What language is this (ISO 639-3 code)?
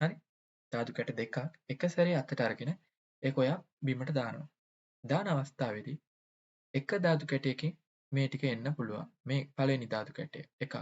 sin